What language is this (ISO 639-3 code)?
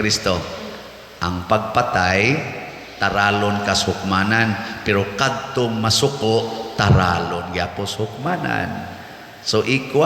ceb